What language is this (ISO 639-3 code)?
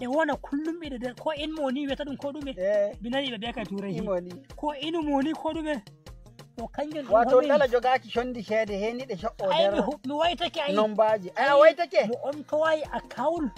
fuv